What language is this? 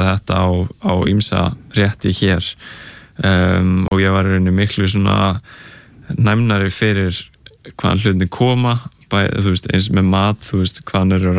Icelandic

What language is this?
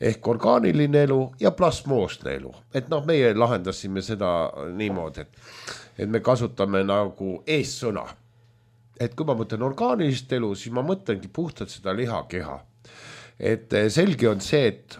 Estonian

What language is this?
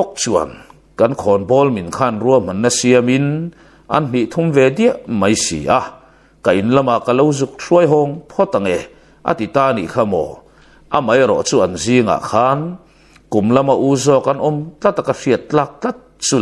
Mizo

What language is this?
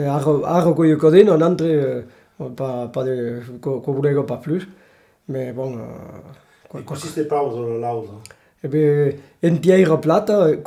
Occitan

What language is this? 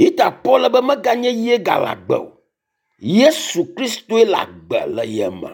Ewe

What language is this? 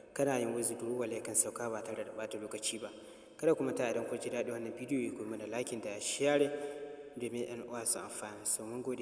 Hausa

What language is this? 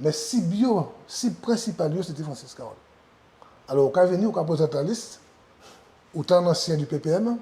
Guadeloupean Creole French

